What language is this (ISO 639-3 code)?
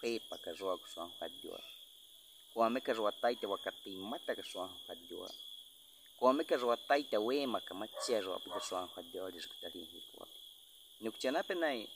bwi